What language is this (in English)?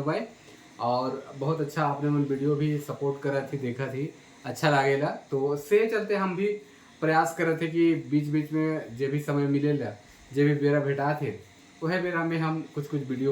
Sadri